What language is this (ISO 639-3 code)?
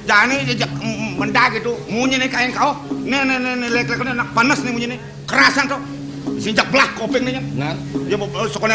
ban